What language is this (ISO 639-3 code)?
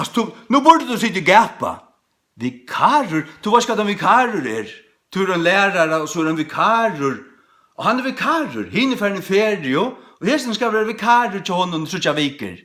fao